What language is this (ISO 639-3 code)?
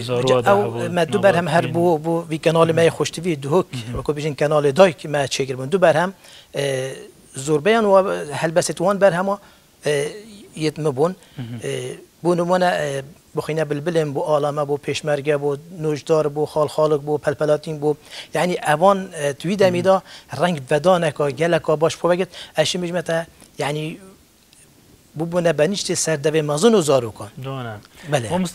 kur